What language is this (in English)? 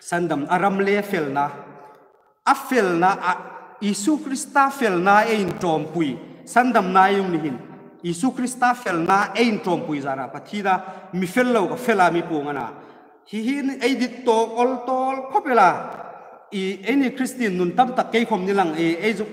Hmar